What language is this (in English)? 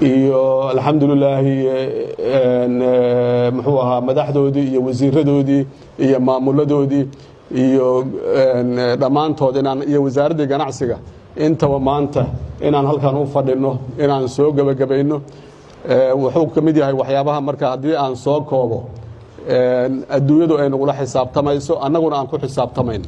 Somali